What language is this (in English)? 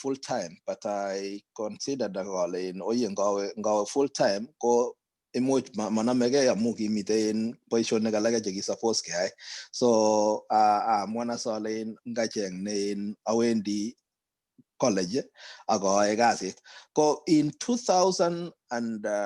Kalenjin